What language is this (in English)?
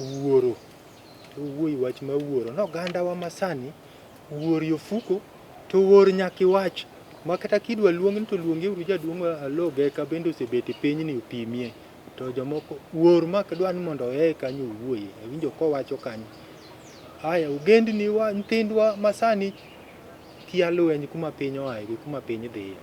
Luo (Kenya and Tanzania)